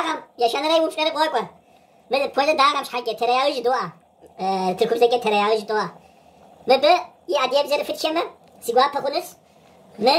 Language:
Kabardian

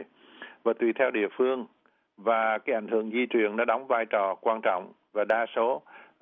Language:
Vietnamese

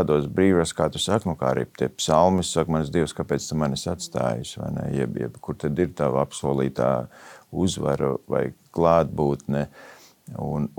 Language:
Latvian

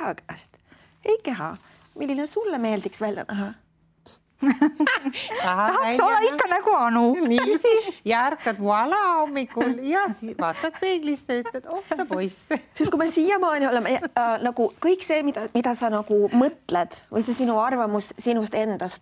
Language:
Estonian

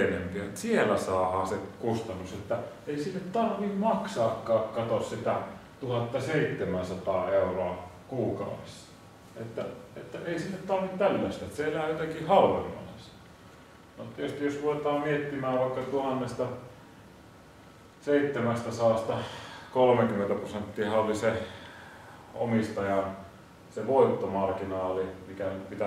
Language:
Finnish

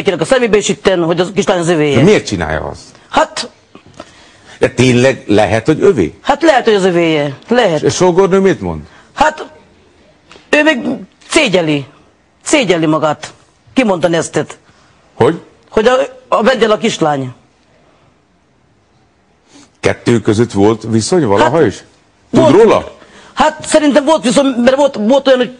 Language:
Hungarian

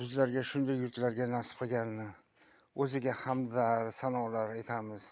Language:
Uzbek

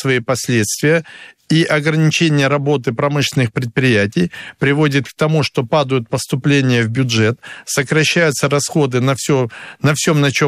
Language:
Russian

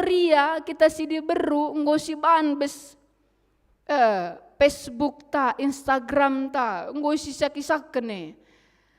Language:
Batak Karo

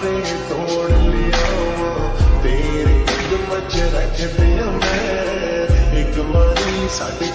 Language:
Punjabi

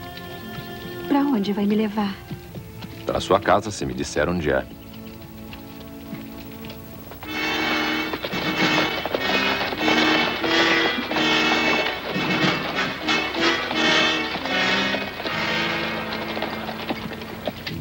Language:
Portuguese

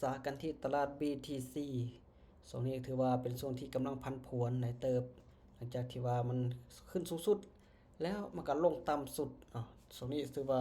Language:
Lao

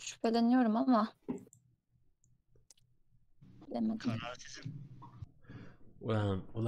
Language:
Turkish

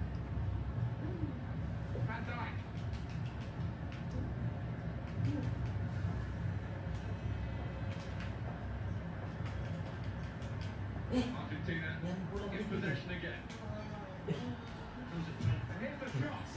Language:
Malay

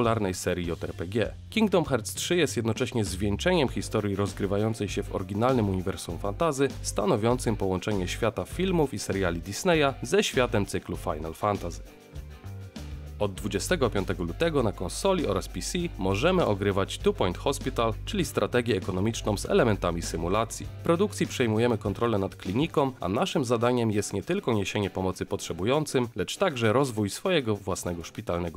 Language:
Polish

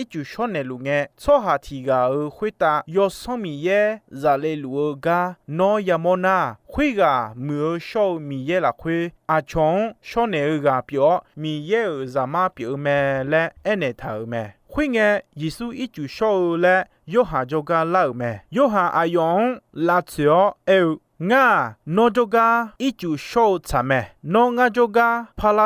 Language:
Akha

